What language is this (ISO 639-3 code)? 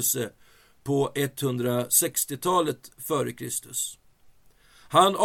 swe